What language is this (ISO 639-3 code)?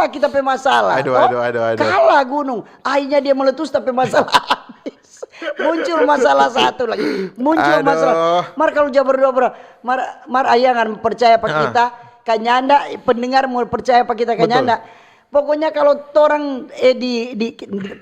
xmm